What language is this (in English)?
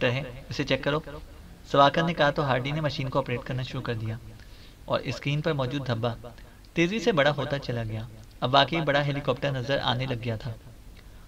Urdu